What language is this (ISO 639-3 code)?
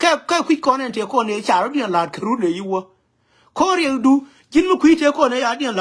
nus